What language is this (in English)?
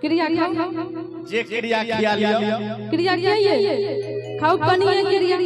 Maithili